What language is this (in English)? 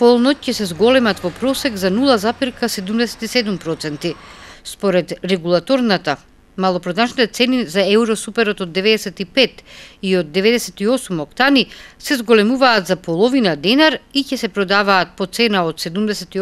Macedonian